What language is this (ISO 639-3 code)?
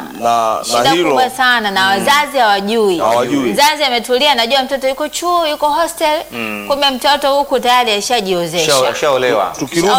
swa